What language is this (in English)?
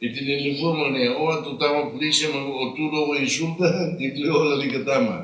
Tetum